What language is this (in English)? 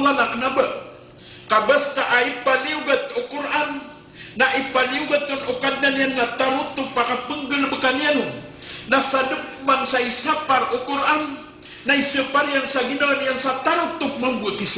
Maranao